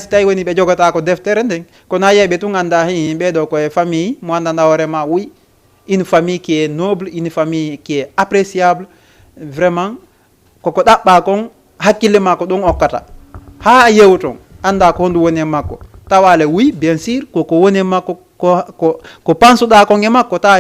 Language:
Fula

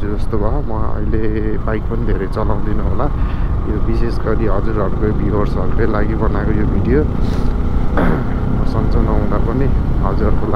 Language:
Nepali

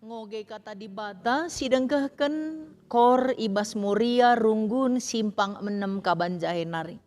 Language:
Batak Karo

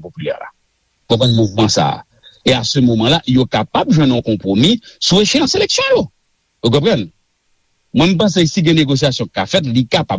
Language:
Haitian Creole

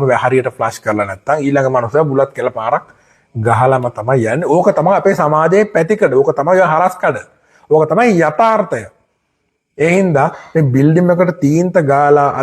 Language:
Sinhala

